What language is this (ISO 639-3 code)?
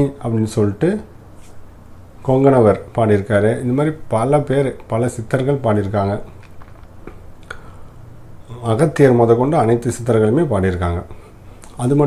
tam